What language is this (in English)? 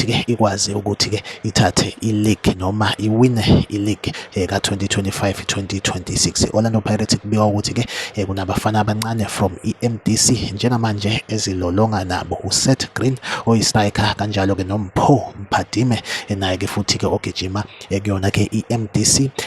Zulu